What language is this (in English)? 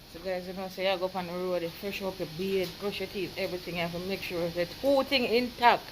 Jamaican Creole English